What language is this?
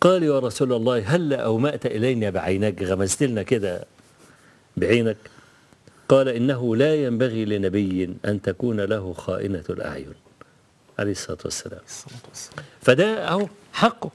Egyptian Arabic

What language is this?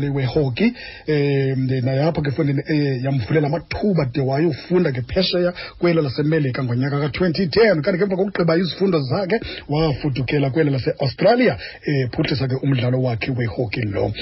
Xhosa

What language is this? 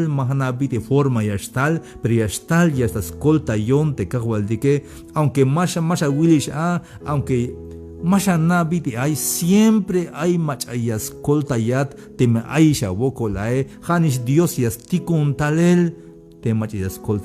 Tzeltal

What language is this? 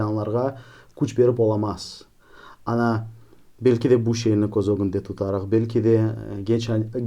Crimean Tatar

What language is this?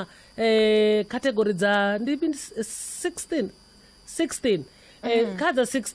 Venda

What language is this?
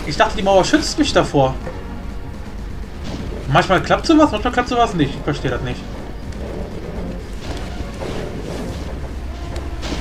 German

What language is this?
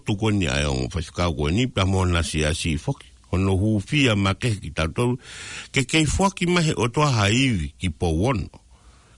Tongan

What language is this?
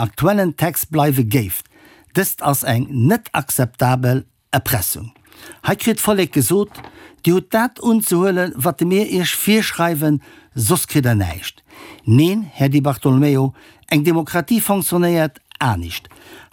Luxembourgish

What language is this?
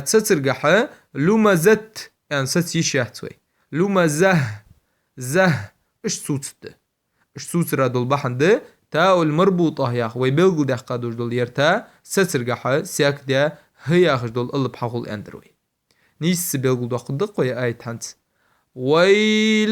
Ingush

